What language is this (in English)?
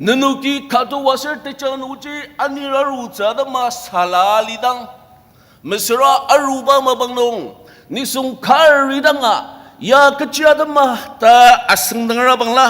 Ao Naga